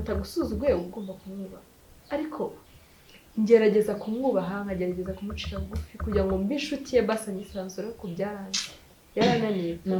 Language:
Kinyarwanda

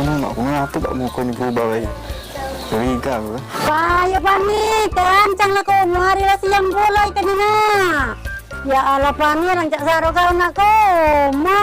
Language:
Musi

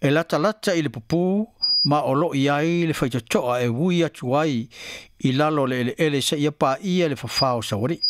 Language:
Samoan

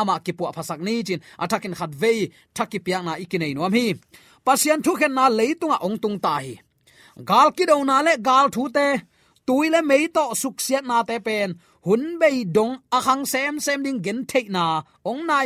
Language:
Tedim Chin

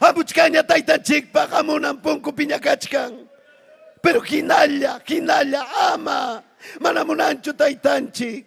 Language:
Ayacucho Quechua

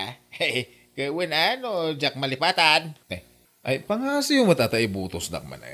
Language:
Iloko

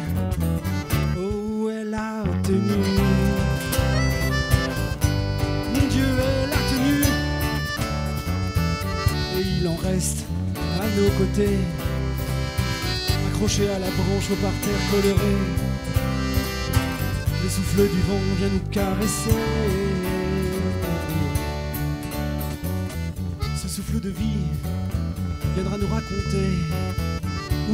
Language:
French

